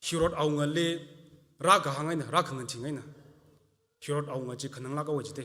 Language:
Tangkhul Naga (India)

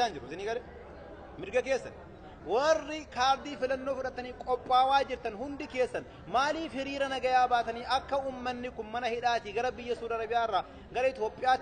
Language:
Oromo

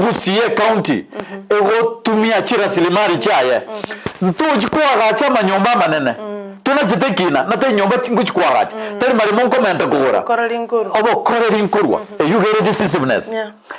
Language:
Gusii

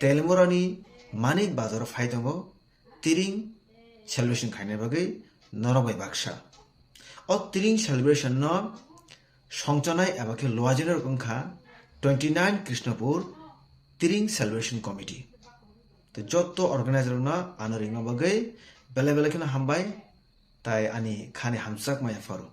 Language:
Kok Borok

